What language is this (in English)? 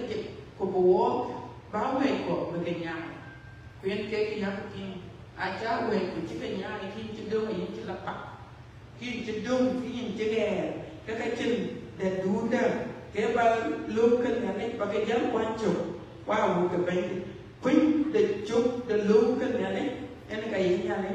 Dinka